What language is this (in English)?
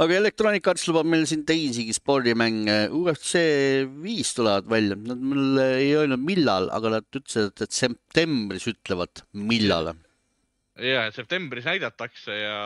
Estonian